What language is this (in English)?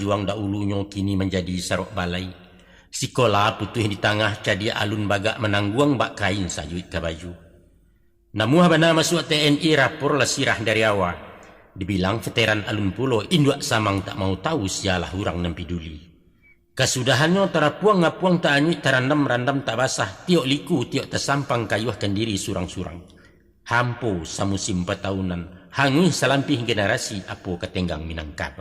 Minangkabau